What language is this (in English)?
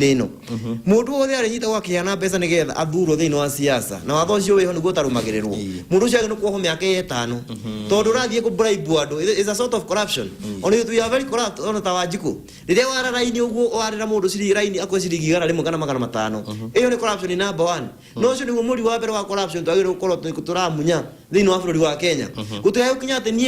Kikuyu